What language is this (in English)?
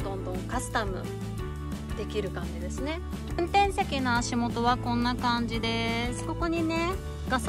Japanese